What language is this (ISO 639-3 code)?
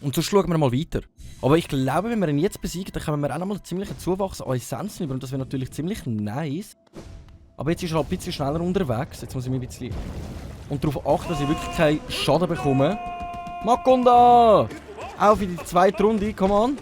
gsw